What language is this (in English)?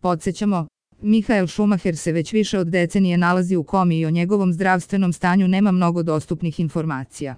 Serbian